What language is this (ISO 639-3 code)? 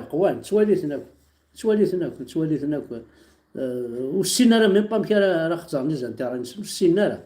kab